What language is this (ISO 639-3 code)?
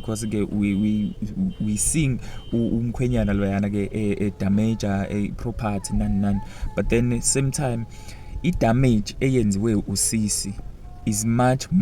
zul